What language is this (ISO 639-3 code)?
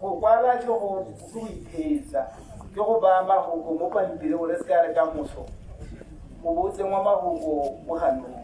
tsn